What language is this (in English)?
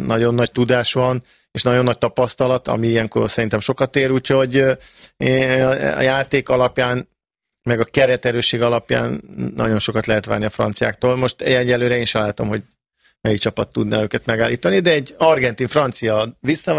Hungarian